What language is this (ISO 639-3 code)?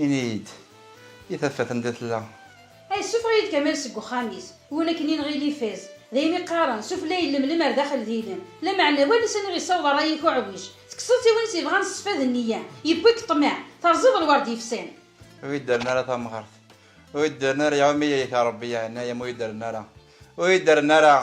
kab